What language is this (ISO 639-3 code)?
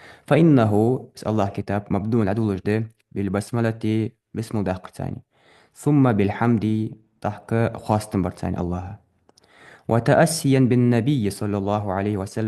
inh